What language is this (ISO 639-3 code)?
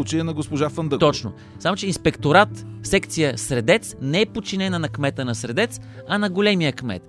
bul